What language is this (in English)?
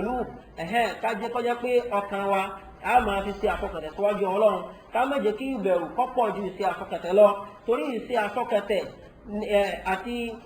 Yoruba